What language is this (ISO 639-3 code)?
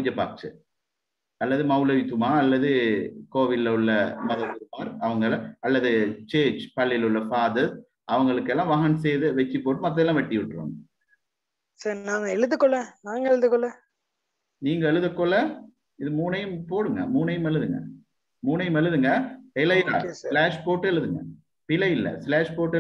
tam